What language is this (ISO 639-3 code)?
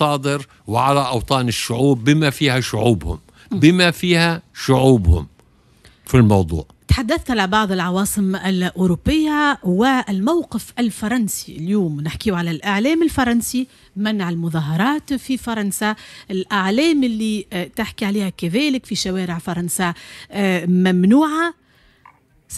aeb